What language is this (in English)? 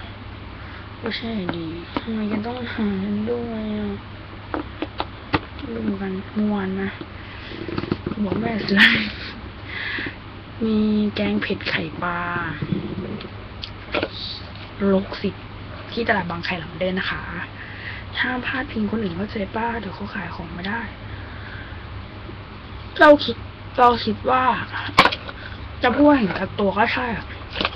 Thai